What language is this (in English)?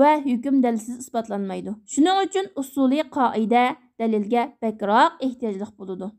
Uyghur